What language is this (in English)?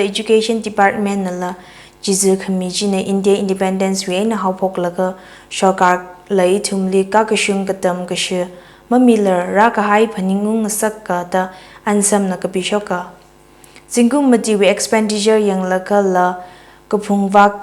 Tangkhul Naga (India)